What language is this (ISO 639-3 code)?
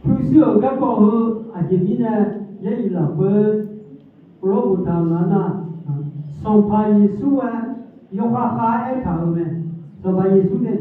ahk